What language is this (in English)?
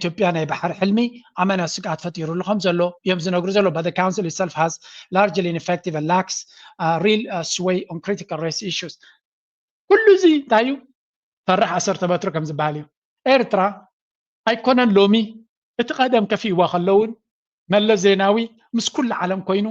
Tigrinya